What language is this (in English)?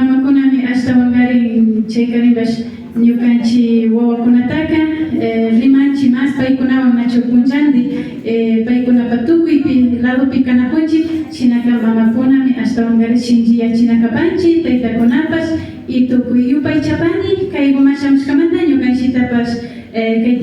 Imbabura Highland Quichua